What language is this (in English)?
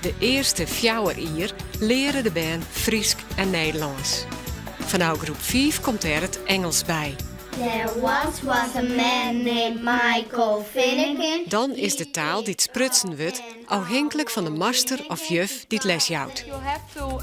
Western Frisian